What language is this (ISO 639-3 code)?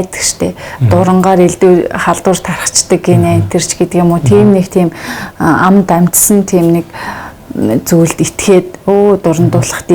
mon